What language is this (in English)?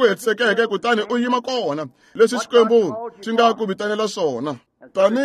Tsonga